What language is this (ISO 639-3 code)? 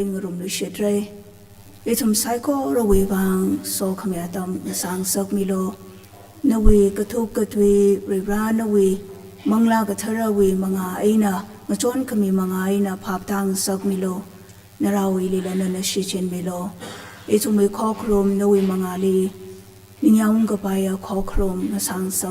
nmf